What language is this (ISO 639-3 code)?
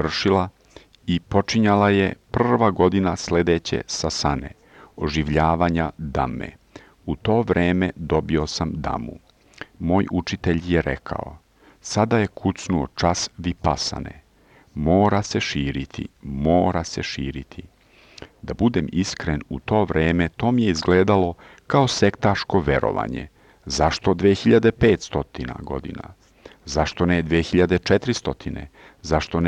srp